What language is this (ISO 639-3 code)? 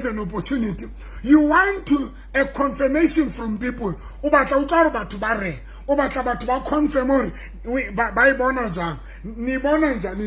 sot